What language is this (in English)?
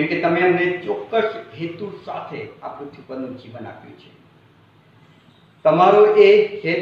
Gujarati